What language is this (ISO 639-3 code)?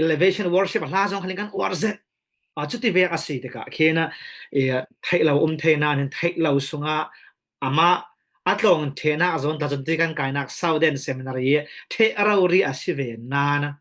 cfm